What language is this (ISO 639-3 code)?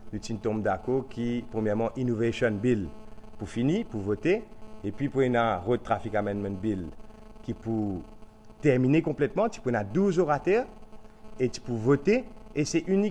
mfe